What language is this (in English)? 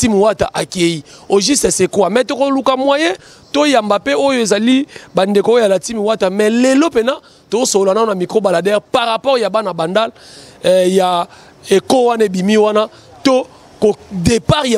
Lingala